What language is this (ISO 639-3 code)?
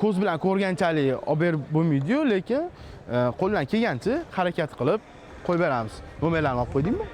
uzb